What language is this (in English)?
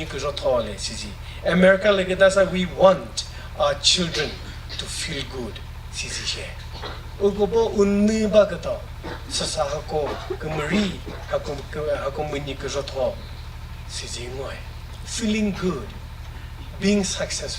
Chokri Naga